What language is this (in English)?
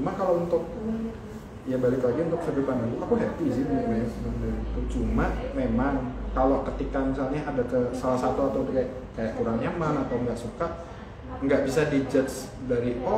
Indonesian